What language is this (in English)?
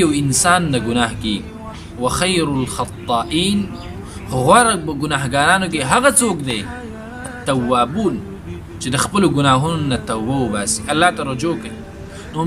Pashto